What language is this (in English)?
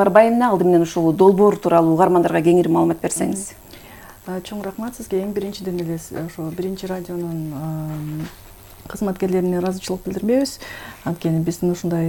Kyrgyz